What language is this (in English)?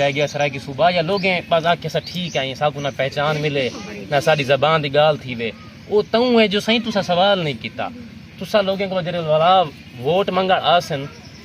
Saraiki